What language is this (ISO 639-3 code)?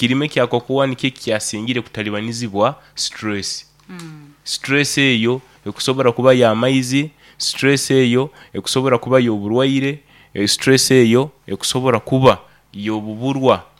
nyo